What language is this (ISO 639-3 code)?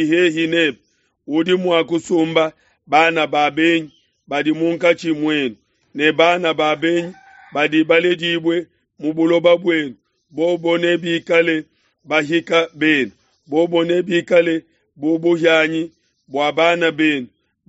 lua